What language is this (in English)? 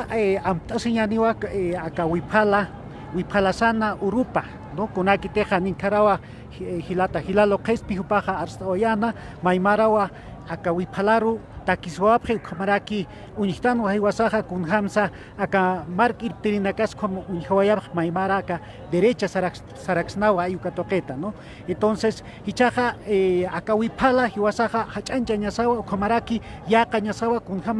Aymara